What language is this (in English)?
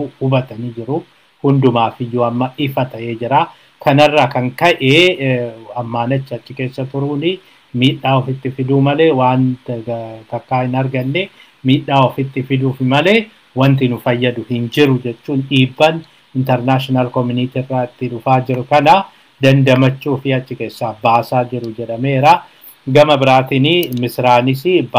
Oromo